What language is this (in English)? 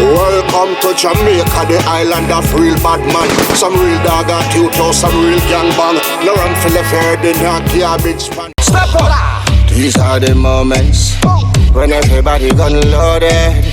Jamaican Creole English